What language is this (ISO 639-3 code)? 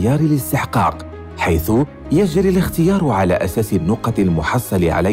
ara